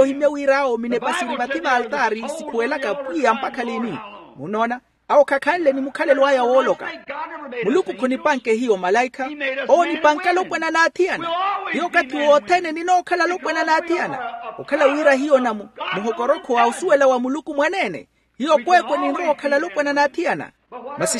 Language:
Makhuwa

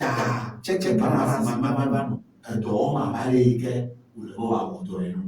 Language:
Ewe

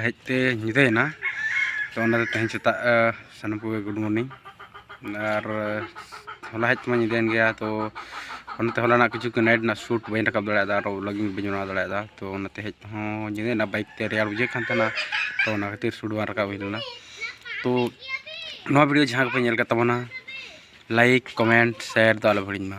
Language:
Santali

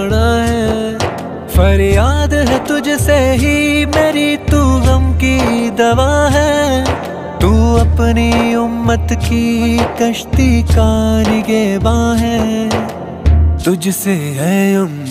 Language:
Urdu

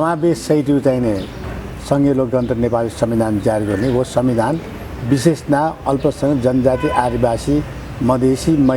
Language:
Newari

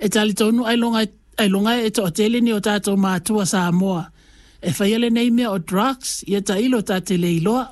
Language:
Samoan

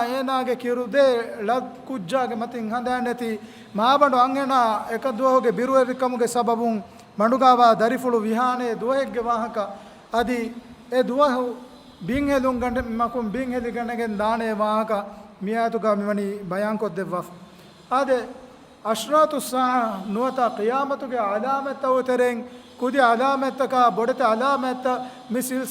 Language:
Divehi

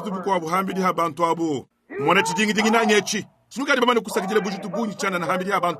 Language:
Luba-Lulua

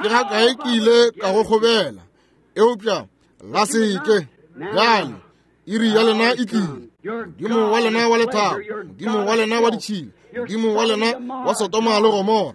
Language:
Northern Sotho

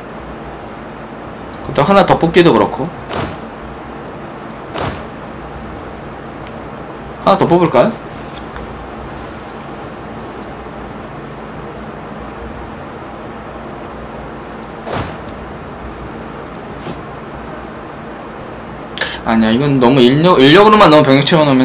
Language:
Korean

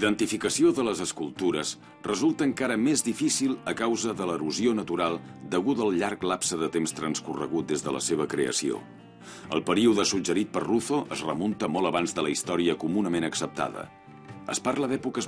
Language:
Catalan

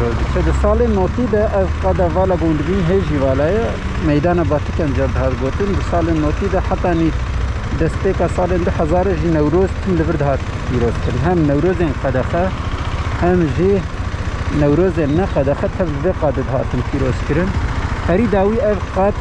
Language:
Kurdish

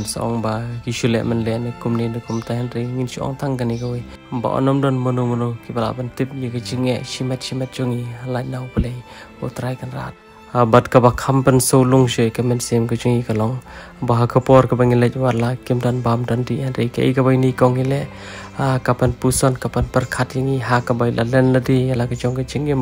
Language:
Khasi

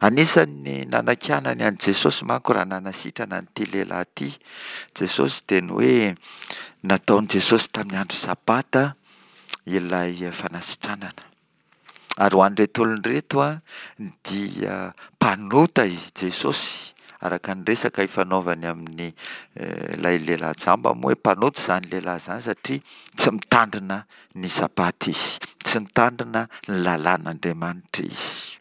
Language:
Malagasy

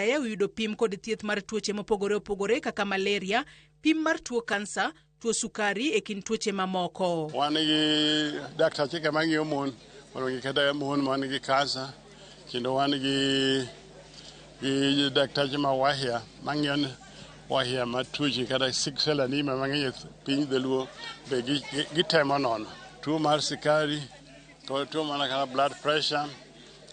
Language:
Luo (Kenya and Tanzania)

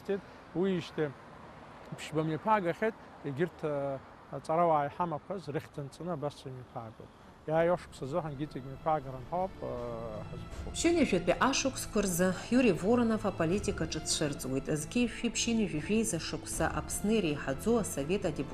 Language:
Abkhazian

